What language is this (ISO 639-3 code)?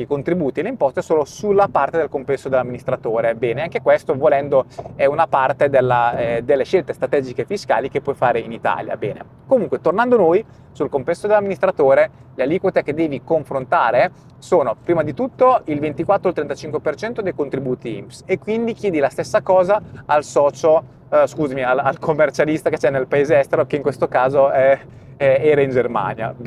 ita